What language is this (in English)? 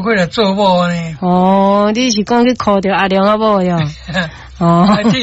Min Nan Chinese